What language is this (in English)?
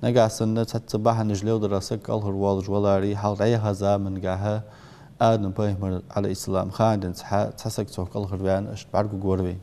Ingush